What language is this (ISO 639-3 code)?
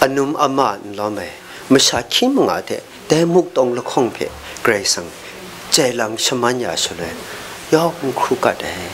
kac